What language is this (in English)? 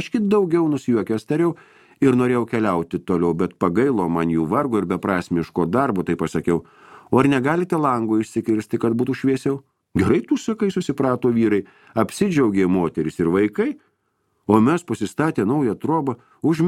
Lithuanian